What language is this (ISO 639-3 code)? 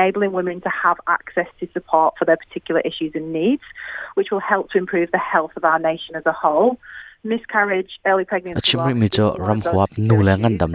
cnh